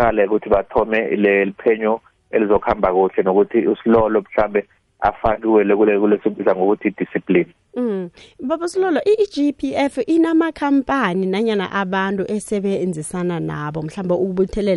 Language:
South Ndebele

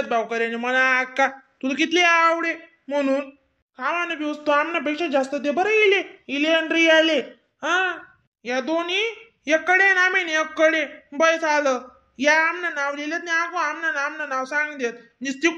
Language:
Khandesi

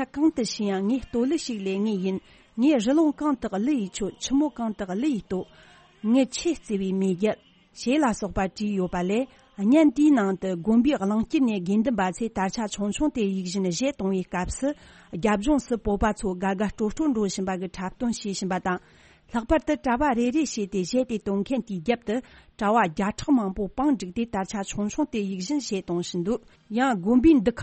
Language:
Tibetan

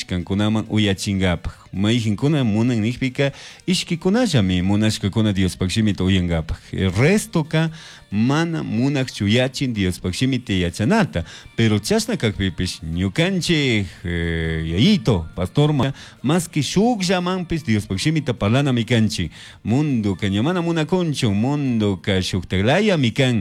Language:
Chimborazo Highland Quichua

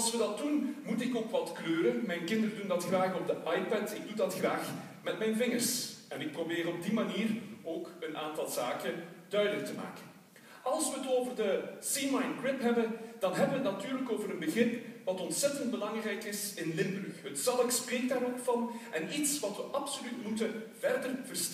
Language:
Dutch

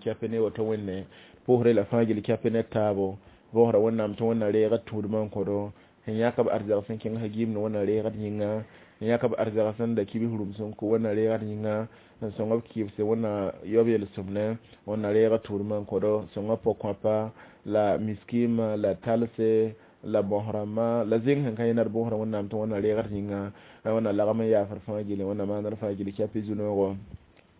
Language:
Mossi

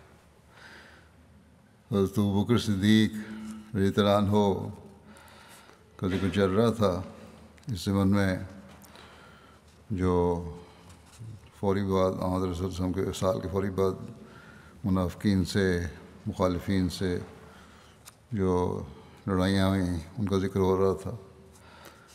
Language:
Urdu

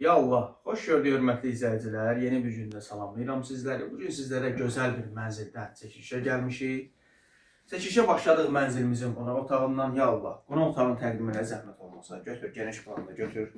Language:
Azerbaijani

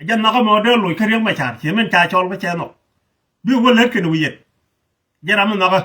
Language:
Nuer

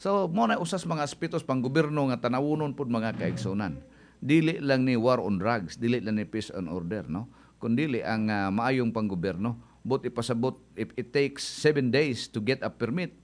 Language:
Cebuano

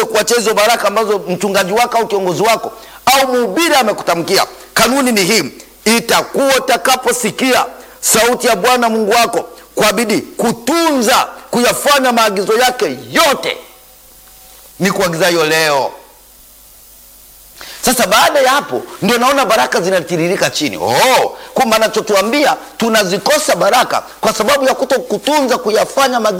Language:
Swahili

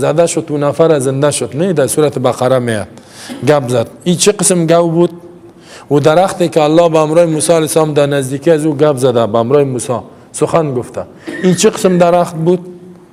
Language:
Persian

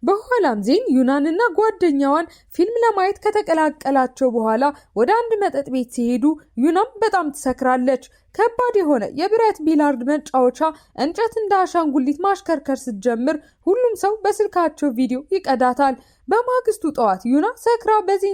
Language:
Amharic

